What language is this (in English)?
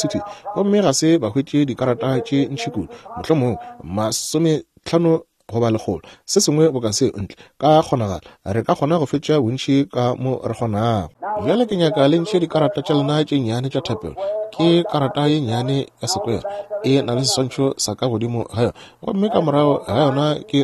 Northern Sotho